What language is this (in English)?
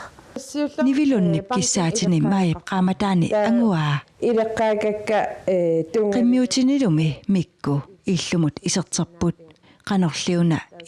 Kalaallisut